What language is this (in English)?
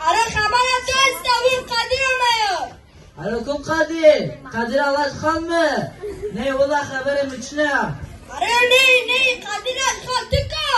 Zaza